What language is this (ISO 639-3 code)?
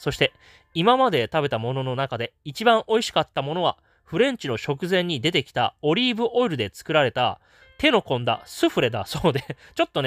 jpn